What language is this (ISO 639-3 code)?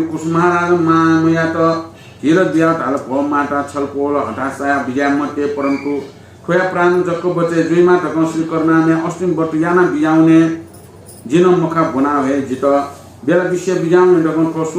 new